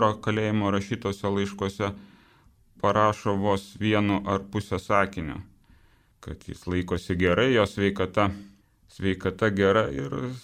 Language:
Lithuanian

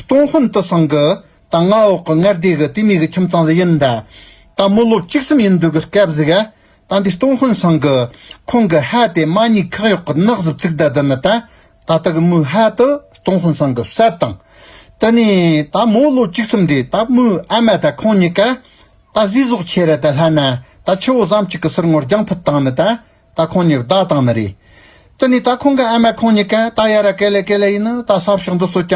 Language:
Tibetan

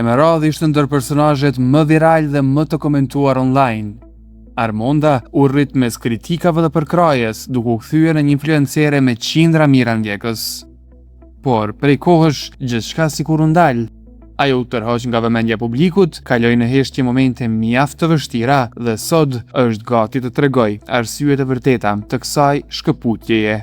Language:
Albanian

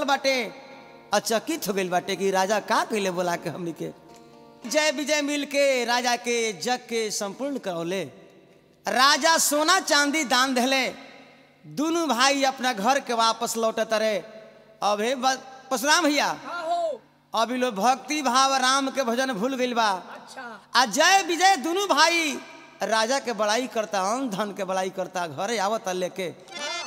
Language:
Bhojpuri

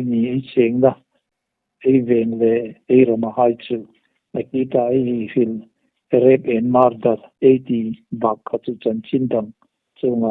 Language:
Hmar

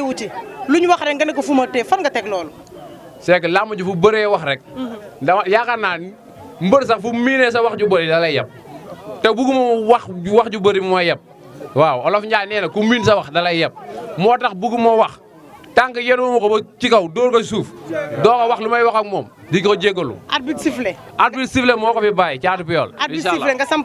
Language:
Wolof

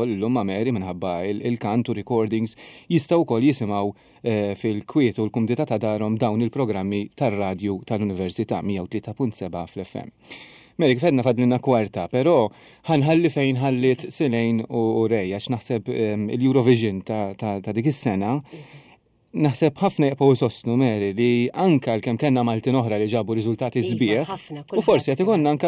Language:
Maltese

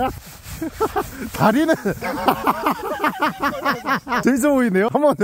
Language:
Korean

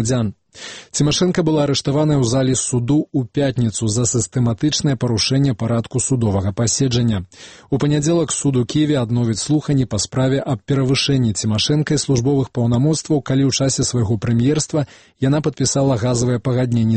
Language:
Belarusian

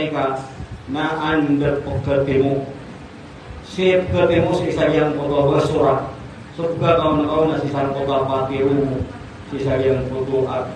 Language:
Maranao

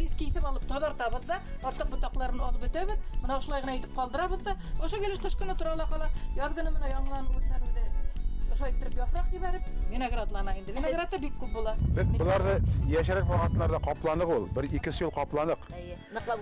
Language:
Bashkir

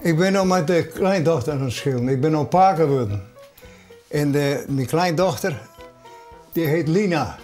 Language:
Western Frisian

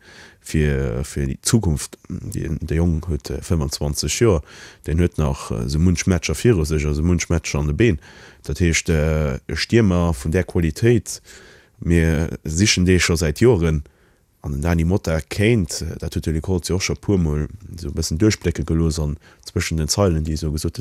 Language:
Luxembourgish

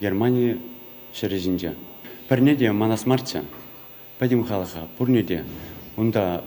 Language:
Chuvash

